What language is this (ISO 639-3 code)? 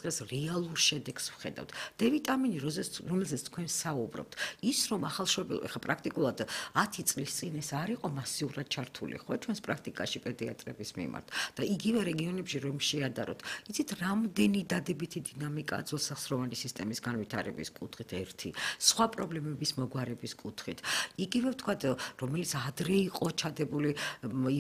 kat